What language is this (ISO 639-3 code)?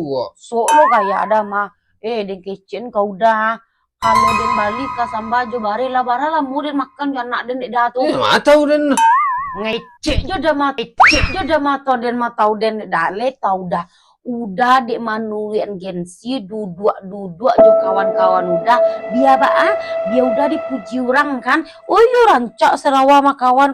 min